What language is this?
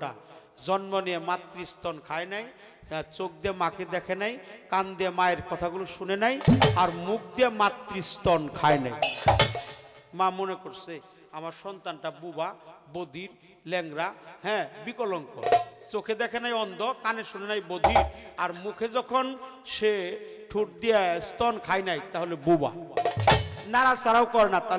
Bangla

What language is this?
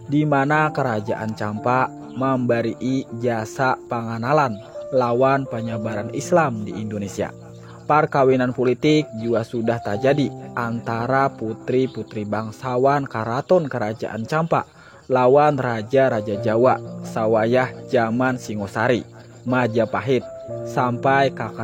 Banjar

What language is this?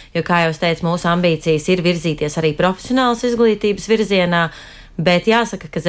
Latvian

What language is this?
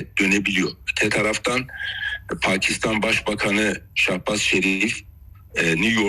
Turkish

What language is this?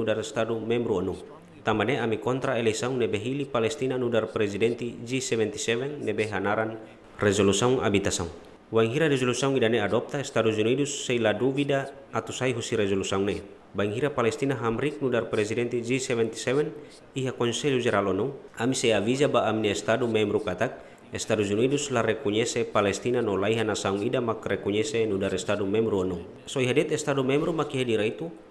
Tetum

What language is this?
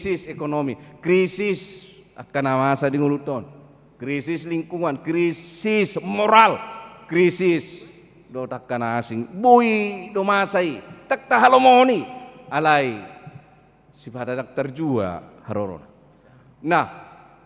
Batak Toba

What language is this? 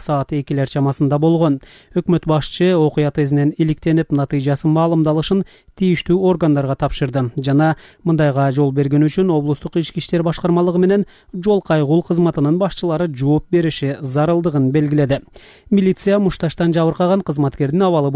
Kyrgyz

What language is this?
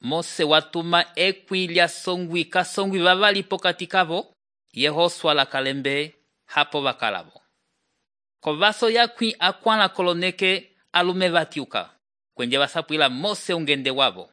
Umbundu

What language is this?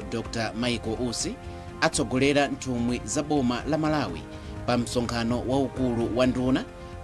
Nyanja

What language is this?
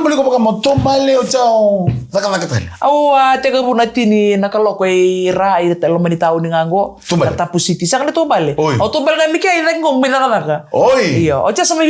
Fijian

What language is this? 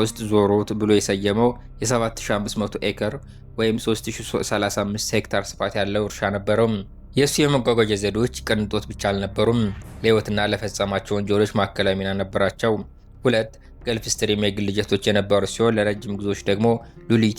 Amharic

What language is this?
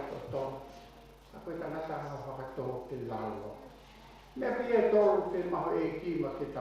Tongan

